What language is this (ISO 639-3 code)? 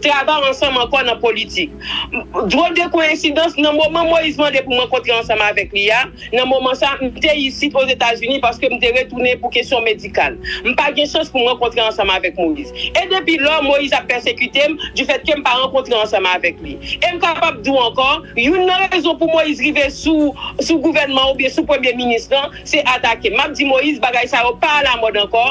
hat